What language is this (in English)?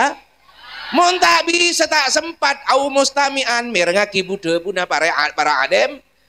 Madurese